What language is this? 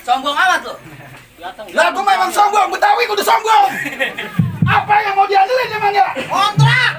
Betawi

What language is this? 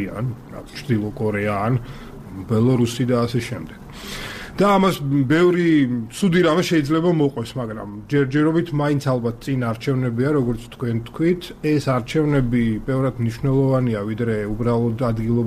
Georgian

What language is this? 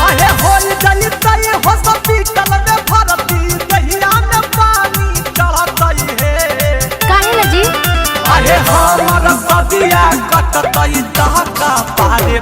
Magahi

